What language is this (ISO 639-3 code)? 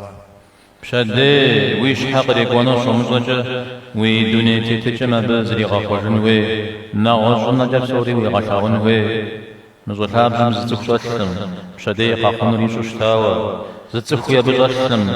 kbd